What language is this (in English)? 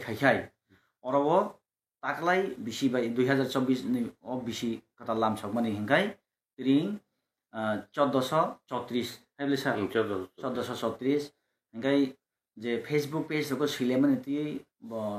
Kok Borok